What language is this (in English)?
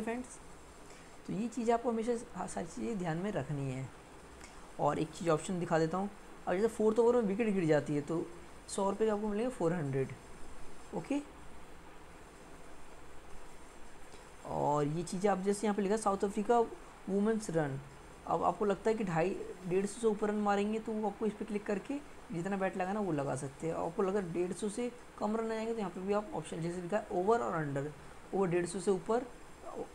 Hindi